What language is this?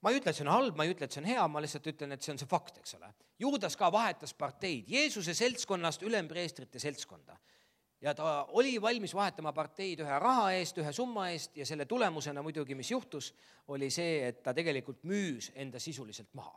Estonian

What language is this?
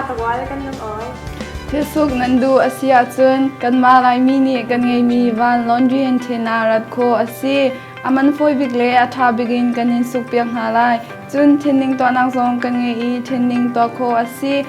Falam Chin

